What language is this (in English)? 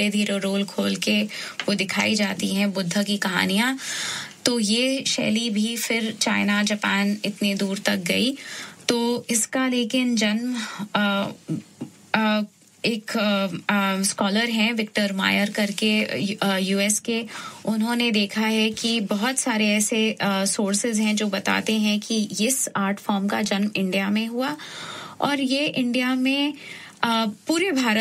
Hindi